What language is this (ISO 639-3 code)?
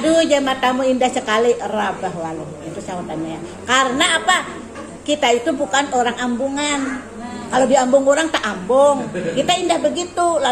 bjn